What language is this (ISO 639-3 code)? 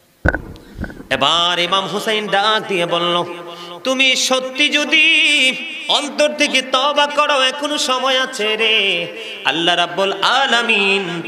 ben